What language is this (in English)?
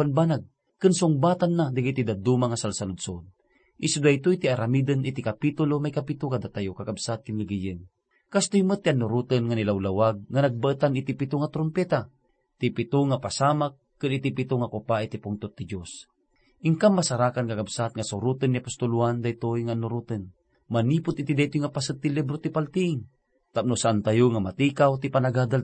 Iloko